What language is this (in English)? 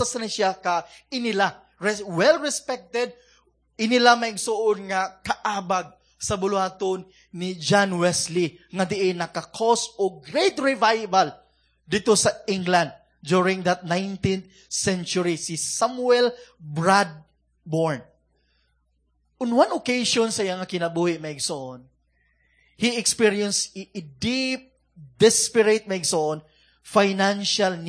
Cebuano